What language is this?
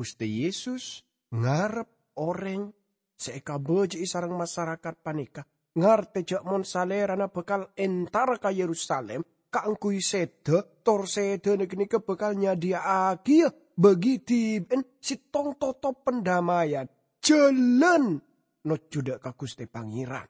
Madurese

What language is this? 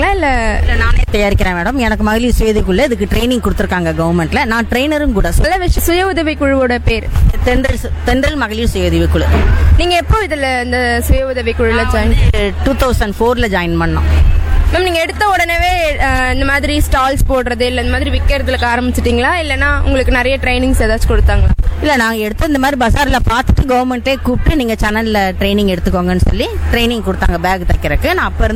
Tamil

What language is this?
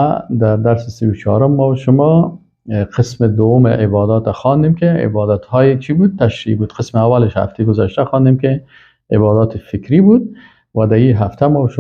Persian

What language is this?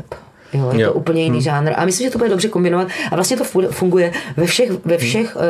Czech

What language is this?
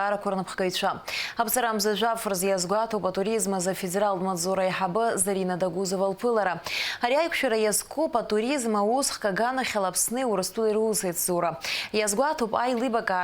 Abkhazian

